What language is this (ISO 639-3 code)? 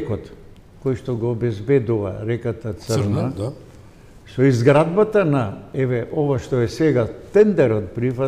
mkd